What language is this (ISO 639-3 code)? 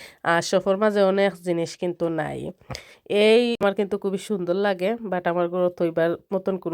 syl